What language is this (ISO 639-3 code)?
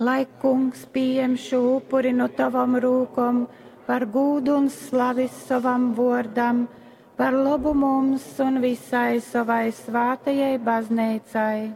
ltg